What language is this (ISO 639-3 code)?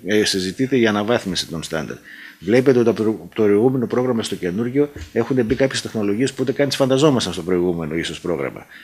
ell